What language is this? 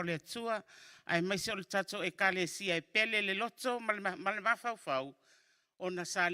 Samoan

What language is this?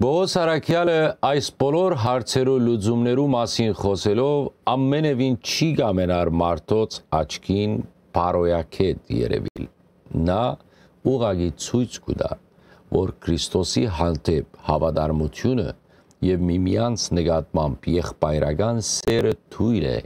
Western Armenian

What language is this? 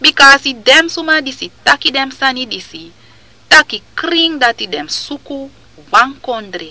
Sranan Tongo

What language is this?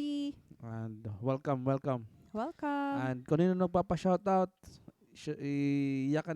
Waray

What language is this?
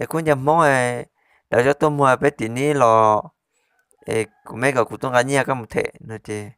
Hmong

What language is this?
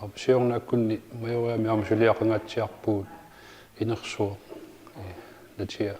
Kalaallisut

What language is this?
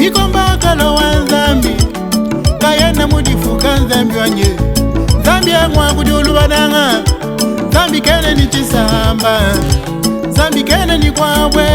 Luba-Lulua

